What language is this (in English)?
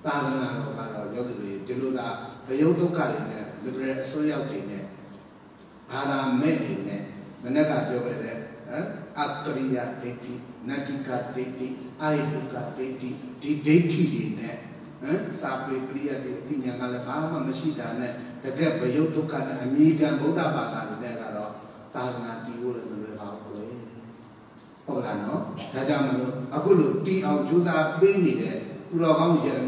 Burmese